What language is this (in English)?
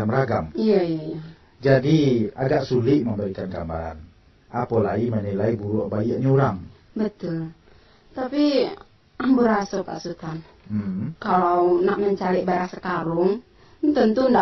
Minangkabau